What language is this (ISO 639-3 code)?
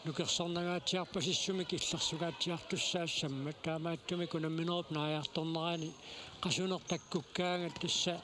kal